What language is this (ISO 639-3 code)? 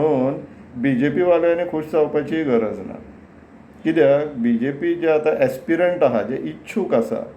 kok